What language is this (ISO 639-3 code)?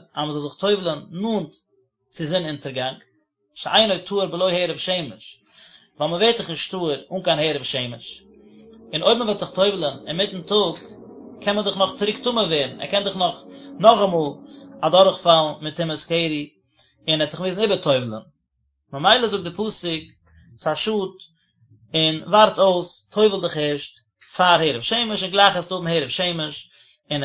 yid